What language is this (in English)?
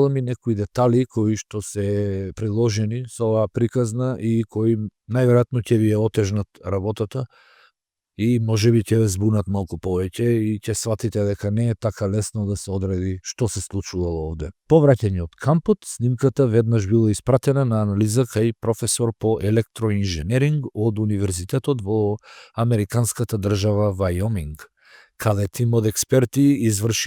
Macedonian